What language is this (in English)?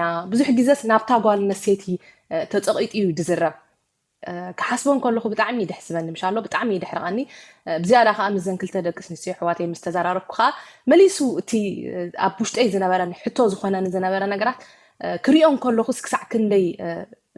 Tigrinya